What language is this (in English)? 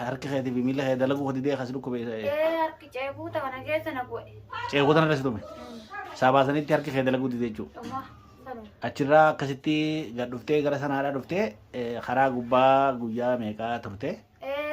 Oromo